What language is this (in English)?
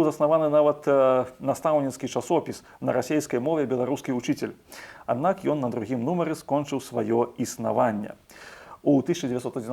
Belarusian